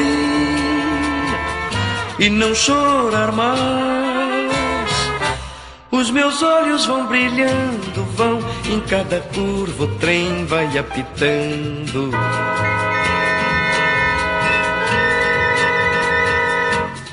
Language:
Portuguese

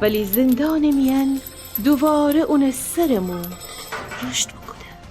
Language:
Gilaki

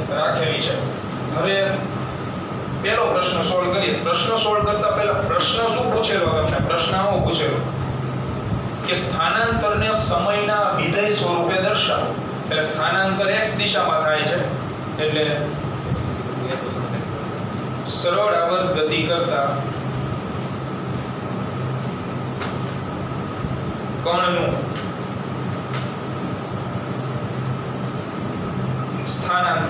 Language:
Gujarati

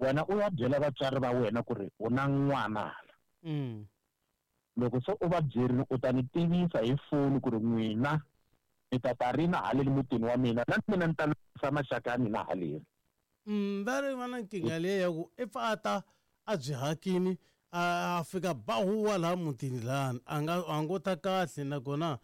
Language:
Tsonga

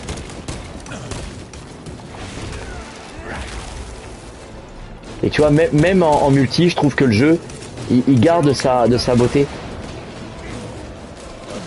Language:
French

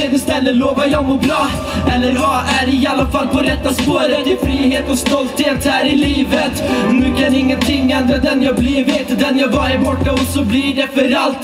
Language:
Swedish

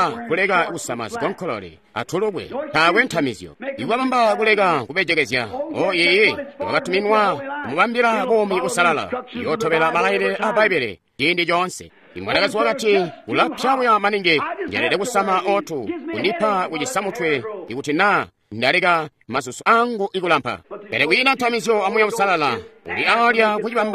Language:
Tonga (Zambia)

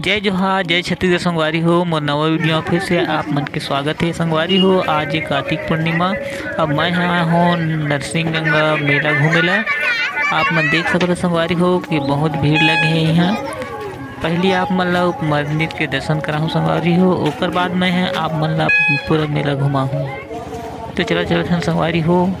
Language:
Chhattisgarhi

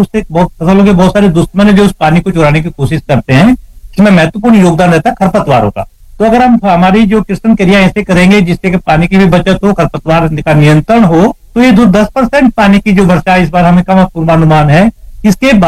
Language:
Hindi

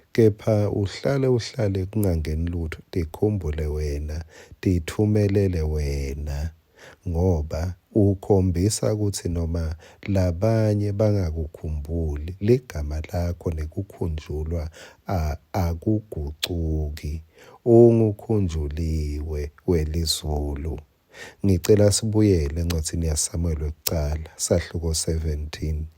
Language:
Swati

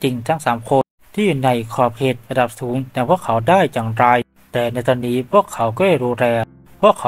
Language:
Thai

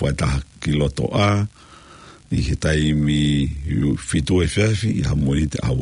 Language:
Tongan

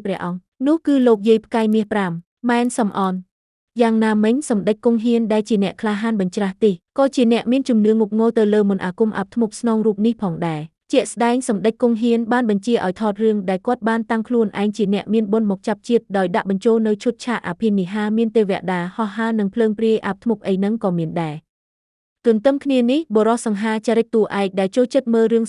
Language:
Khmer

